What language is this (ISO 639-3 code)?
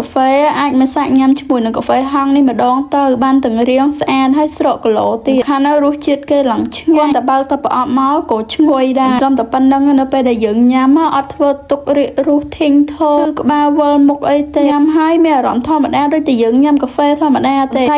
khm